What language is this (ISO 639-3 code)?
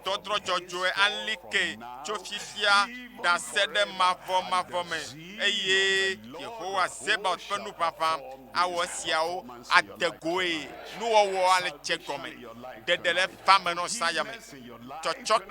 ewe